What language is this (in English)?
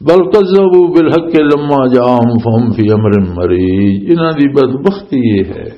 Western Panjabi